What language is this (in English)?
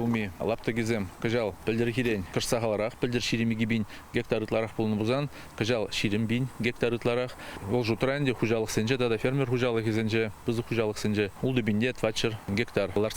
Chuvash